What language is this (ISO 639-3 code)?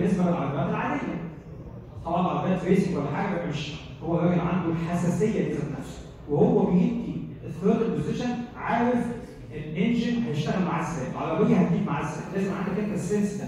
arz